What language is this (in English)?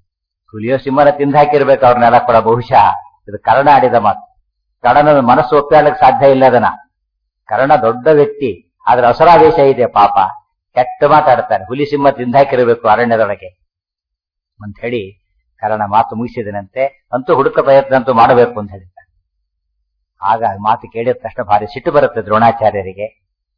Kannada